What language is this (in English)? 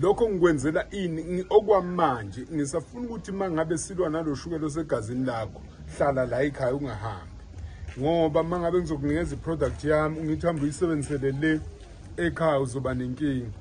Zulu